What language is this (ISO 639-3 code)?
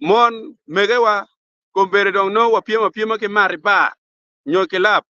ach